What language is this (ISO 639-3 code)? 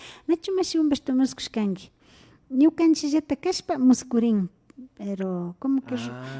qvi